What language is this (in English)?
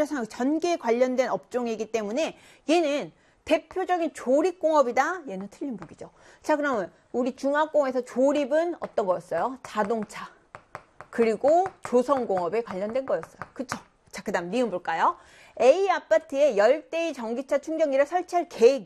Korean